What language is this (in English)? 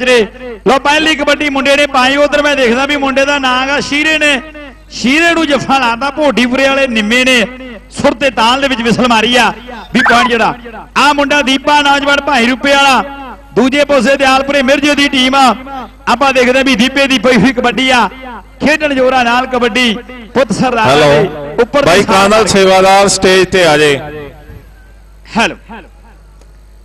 Punjabi